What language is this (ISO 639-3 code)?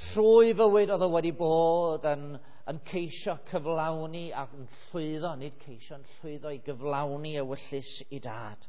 cym